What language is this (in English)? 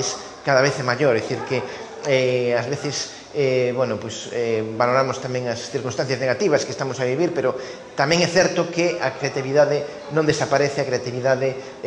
Galician